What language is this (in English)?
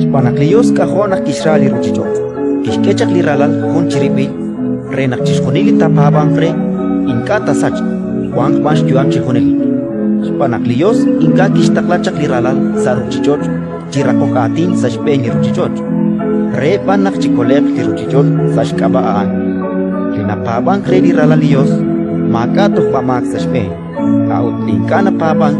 Kekchí